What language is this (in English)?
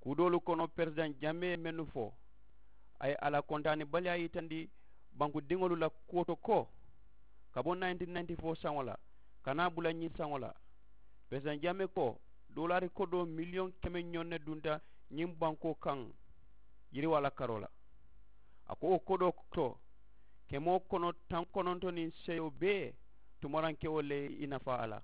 Mandingo